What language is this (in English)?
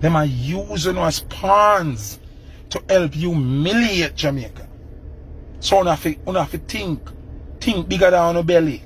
Jamaican Creole English